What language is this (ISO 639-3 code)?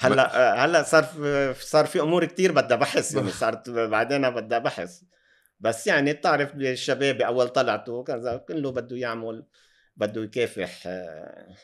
apc